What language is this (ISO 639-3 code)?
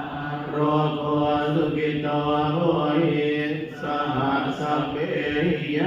pli